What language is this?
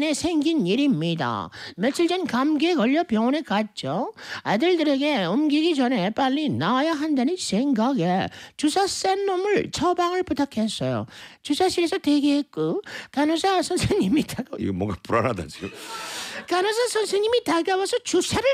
Korean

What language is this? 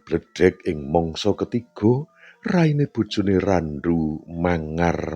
Javanese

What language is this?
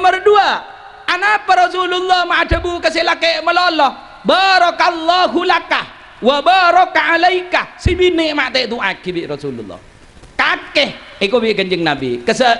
Madurese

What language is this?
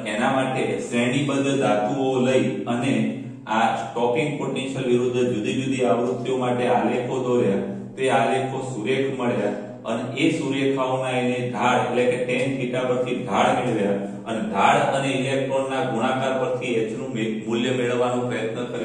Gujarati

